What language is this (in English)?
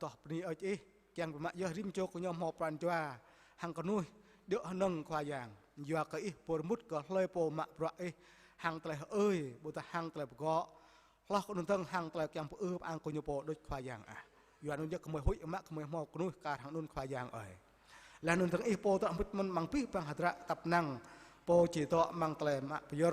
Jarai